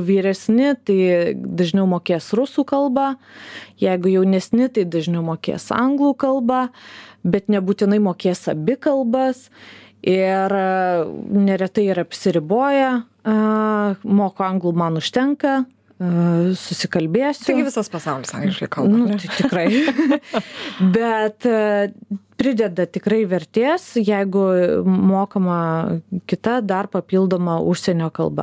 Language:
Lithuanian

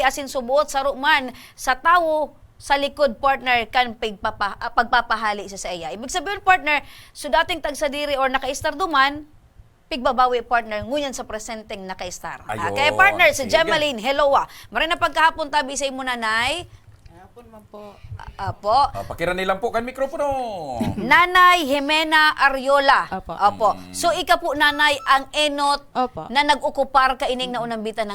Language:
Bikol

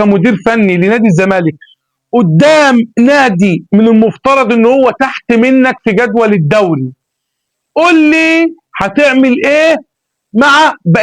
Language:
Egyptian Arabic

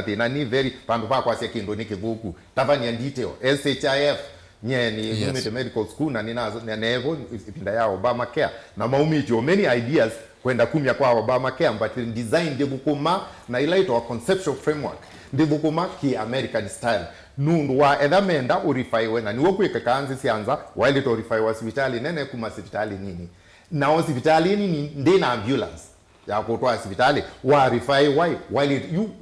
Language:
Kamba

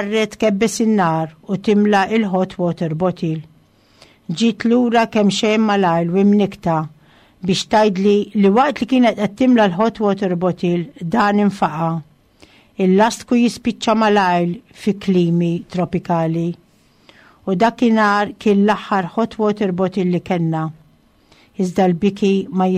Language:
Maltese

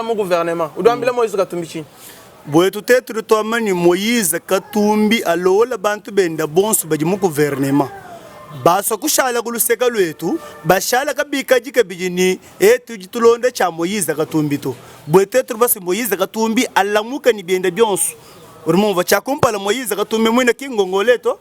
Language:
Luba-Lulua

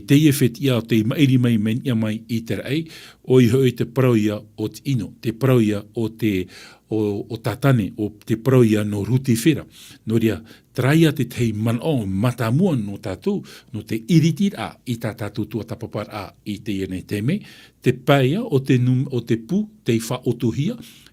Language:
Tahitian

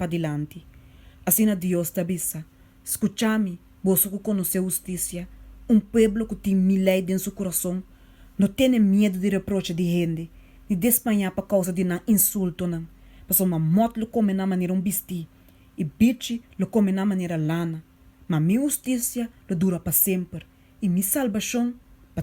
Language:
Papiamento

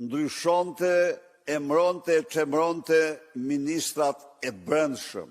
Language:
Albanian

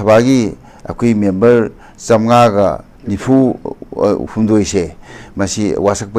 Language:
Manipuri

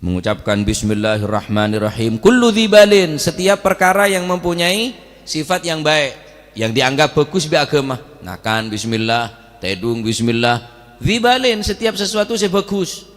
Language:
Madurese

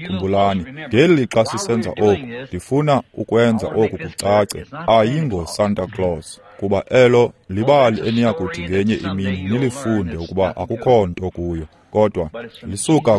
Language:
Xhosa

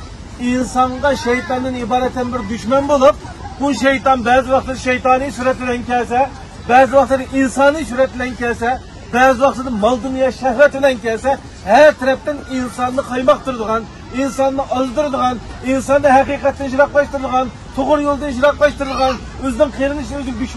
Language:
Uyghur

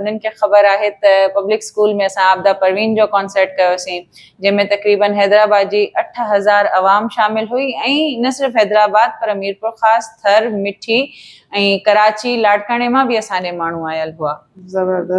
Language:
Sindhi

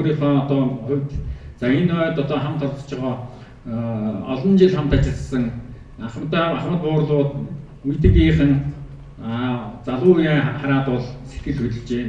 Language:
Mongolian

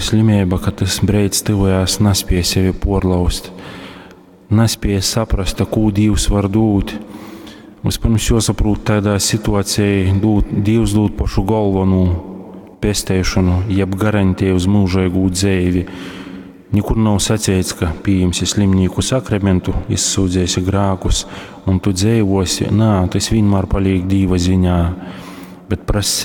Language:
Latgalian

